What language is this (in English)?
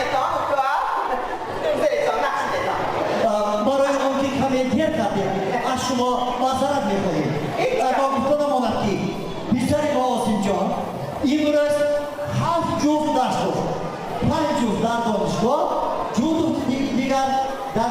Tajik